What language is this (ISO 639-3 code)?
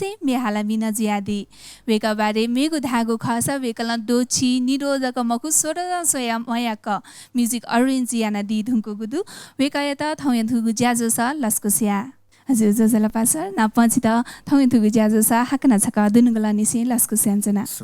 new